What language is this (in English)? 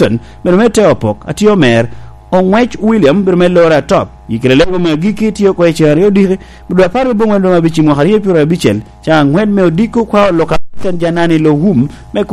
Lango (Uganda)